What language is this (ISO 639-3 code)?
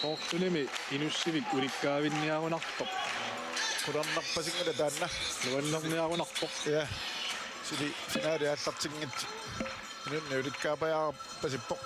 kal